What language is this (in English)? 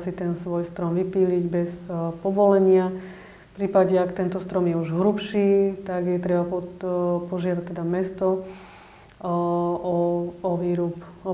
Slovak